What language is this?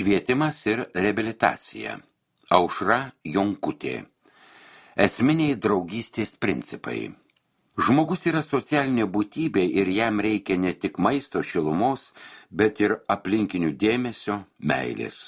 Lithuanian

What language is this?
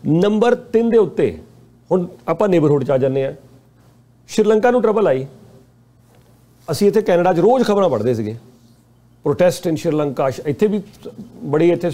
Punjabi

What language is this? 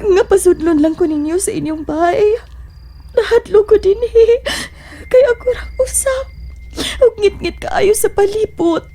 Cebuano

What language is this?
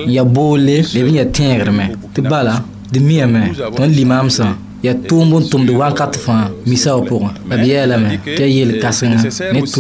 Mossi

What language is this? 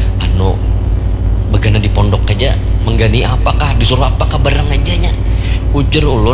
Banjar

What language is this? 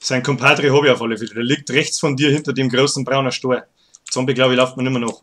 Bavarian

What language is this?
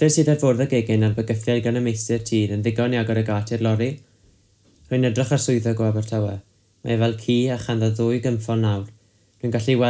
Welsh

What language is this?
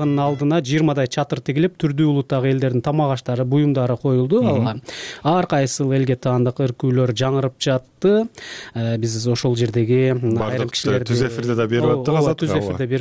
Kyrgyz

